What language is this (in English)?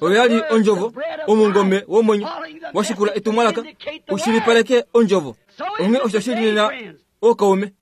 Kuanyama